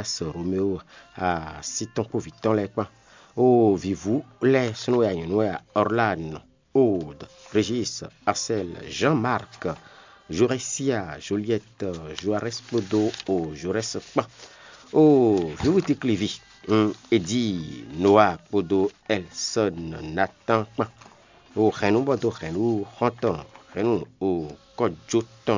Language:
Fon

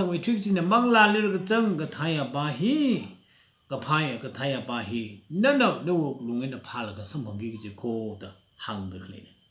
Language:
Tangkhul Naga (India)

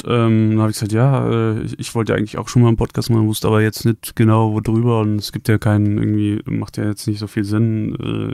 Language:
German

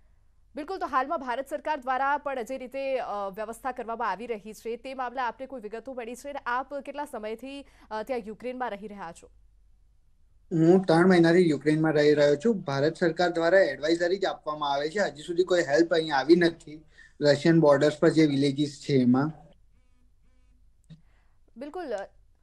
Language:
Gujarati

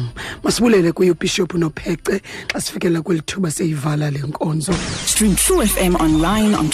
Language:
Xhosa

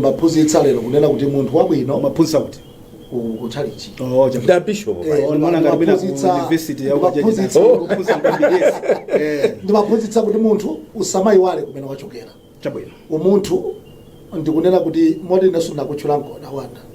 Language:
Nyanja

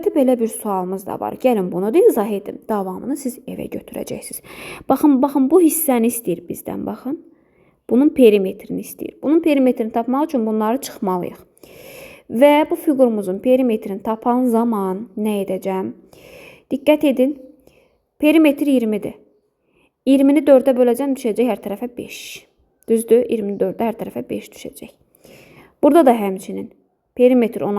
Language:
Azerbaijani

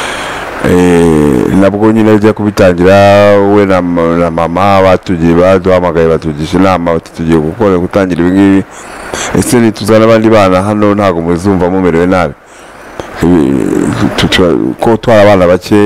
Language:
Kinyarwanda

